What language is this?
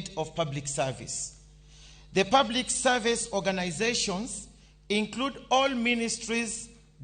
Luo (Kenya and Tanzania)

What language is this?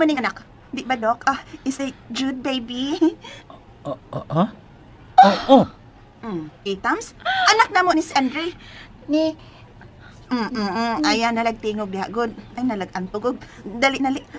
Cebuano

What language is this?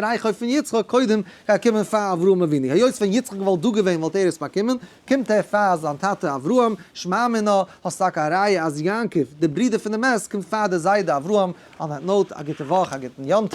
Yiddish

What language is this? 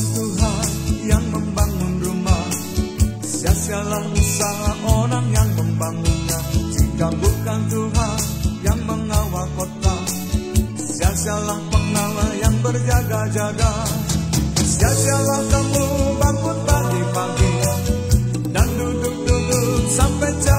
Indonesian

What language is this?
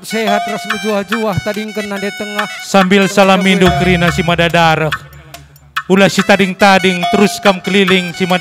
Batak Karo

